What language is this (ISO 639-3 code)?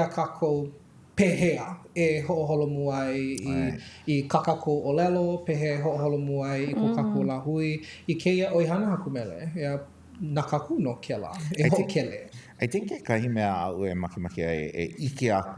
haw